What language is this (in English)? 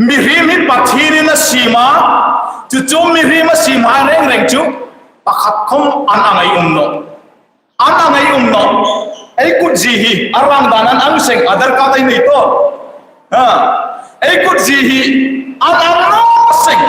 Hmar